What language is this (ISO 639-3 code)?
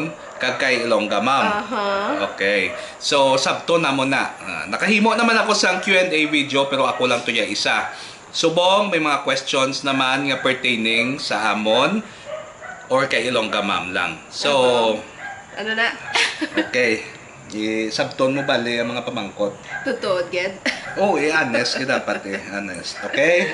hil